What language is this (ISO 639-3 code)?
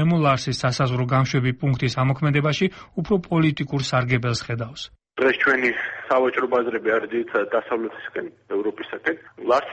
kat